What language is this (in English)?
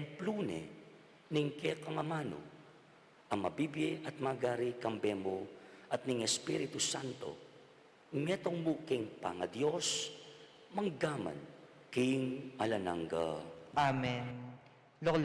Pampanga